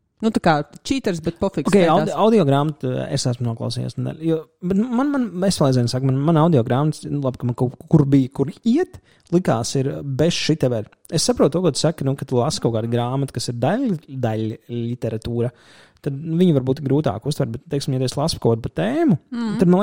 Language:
Latvian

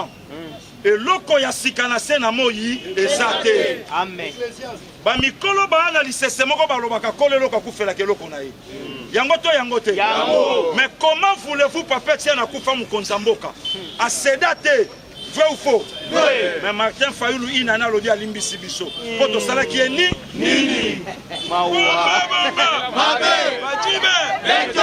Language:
Lingala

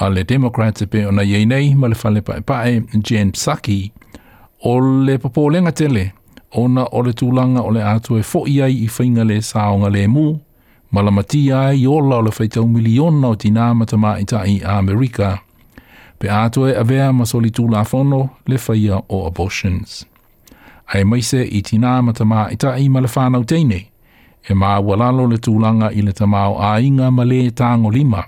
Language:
Samoan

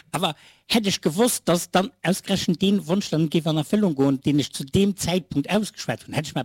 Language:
Luxembourgish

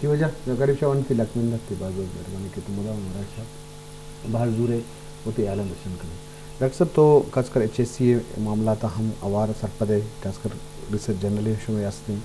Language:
Eastern Balochi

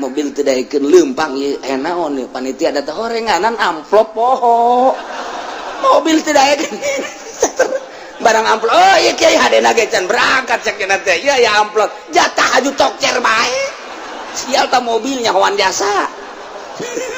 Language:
Sundanese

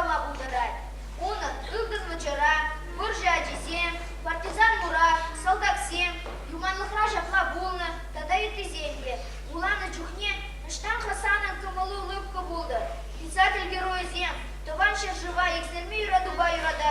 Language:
Chuvash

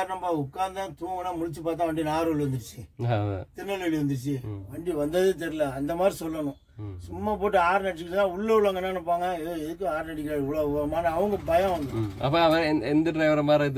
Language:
Tamil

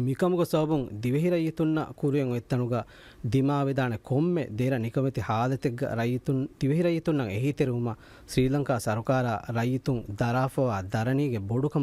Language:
Divehi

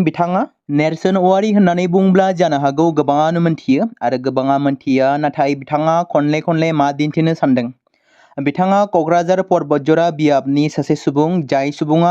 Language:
Bodo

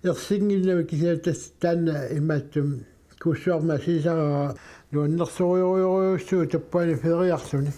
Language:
Kalaallisut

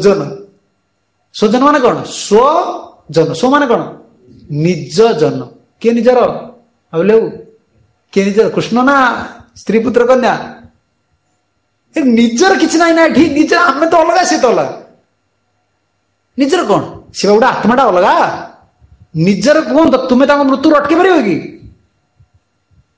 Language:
Odia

